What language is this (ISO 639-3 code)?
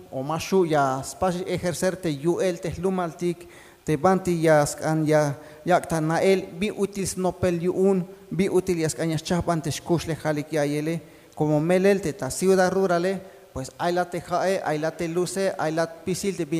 tzh